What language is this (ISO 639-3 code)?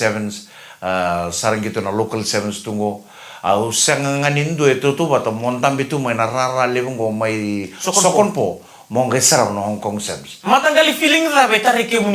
fij